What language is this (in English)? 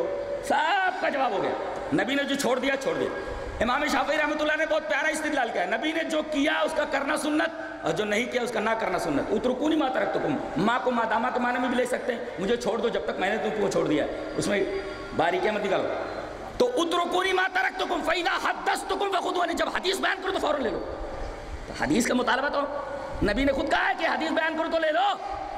Urdu